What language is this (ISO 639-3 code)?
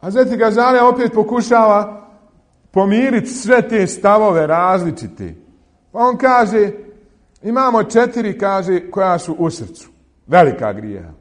bos